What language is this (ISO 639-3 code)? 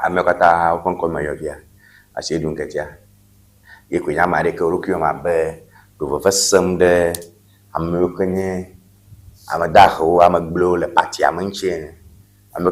ewe